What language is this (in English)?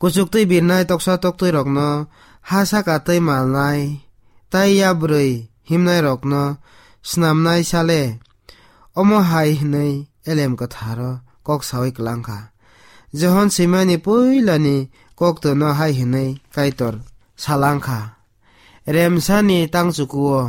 Kok Borok